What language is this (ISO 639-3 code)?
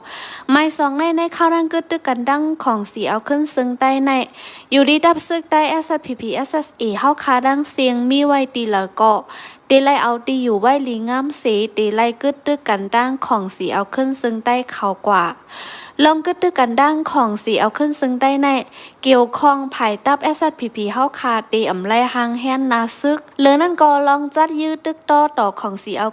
shn